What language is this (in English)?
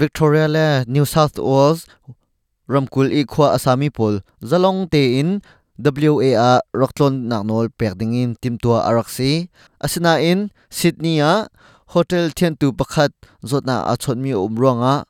Hakha Chin